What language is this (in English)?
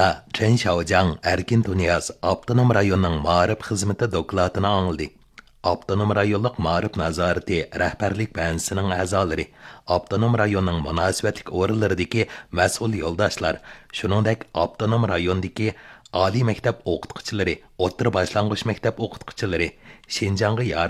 Uyghur